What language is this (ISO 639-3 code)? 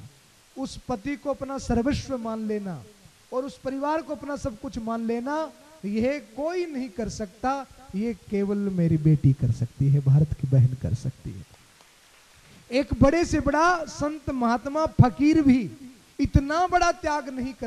hin